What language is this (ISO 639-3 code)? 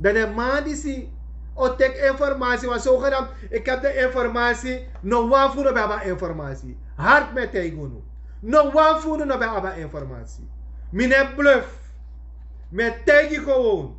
srn